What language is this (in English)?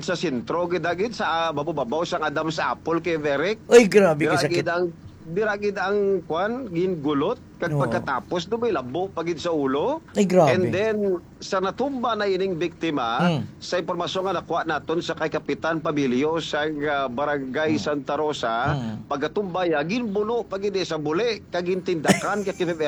Hiligaynon